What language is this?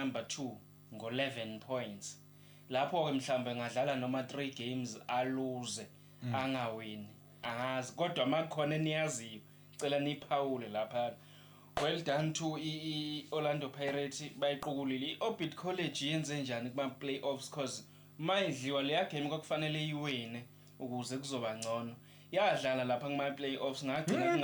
Zulu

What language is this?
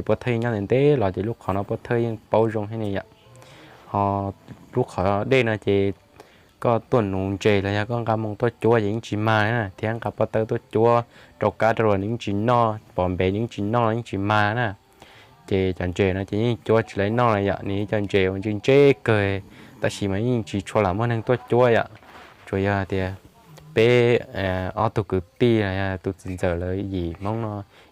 Hmong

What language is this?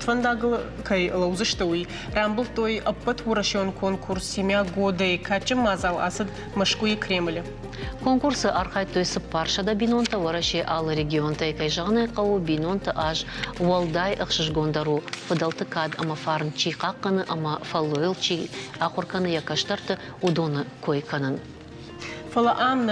Ossetic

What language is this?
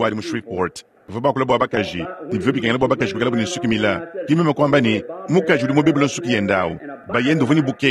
Luba-Lulua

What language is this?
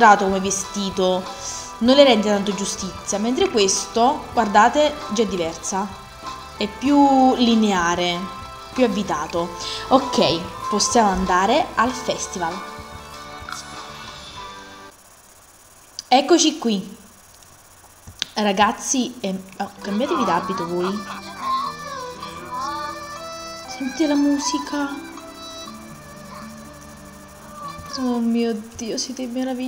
Italian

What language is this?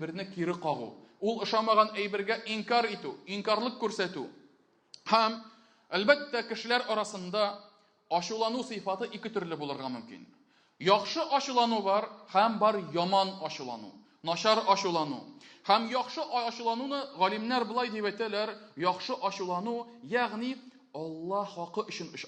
Tatar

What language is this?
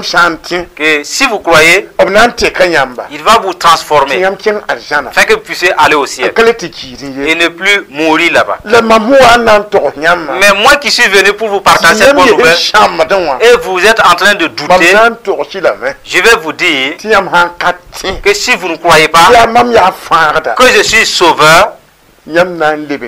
Mossi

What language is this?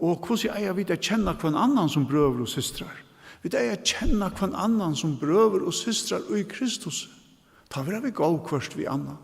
Faroese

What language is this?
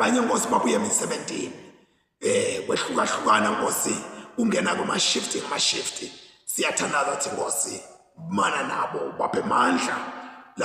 Zulu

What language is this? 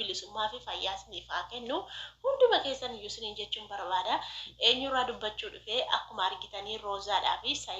Oromo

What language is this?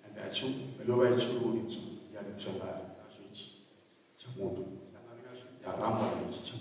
Venda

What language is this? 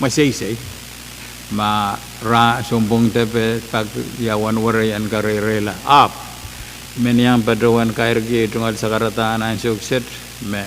Pohnpeian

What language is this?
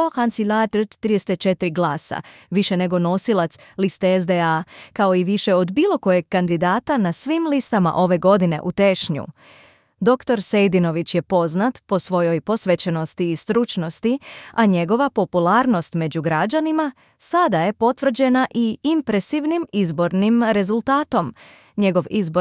Bosnian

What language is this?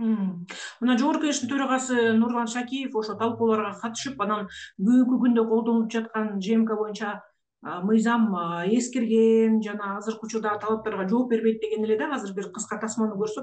Kyrgyz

